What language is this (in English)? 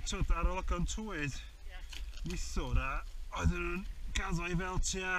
Welsh